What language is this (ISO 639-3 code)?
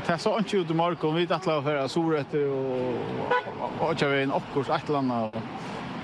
fao